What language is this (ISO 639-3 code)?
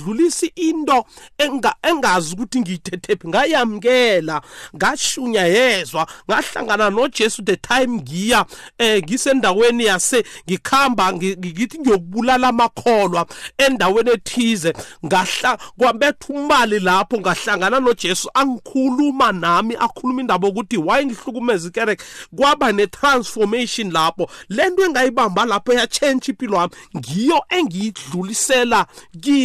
nbl